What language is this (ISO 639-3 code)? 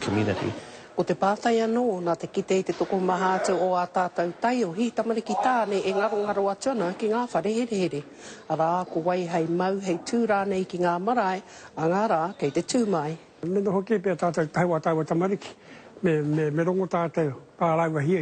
mri